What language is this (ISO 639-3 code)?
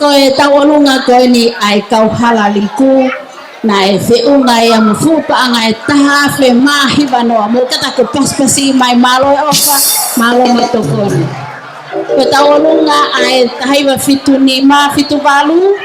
ton